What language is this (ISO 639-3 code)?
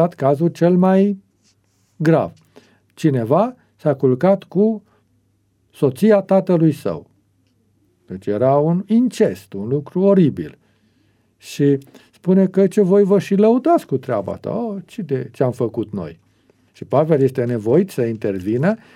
ron